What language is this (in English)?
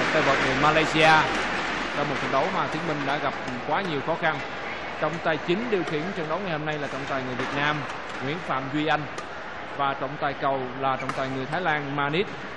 Vietnamese